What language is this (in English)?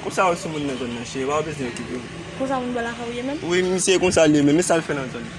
Haitian Creole